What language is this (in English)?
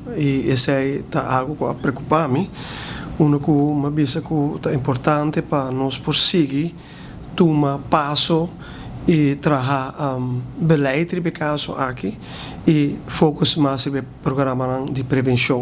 Papiamento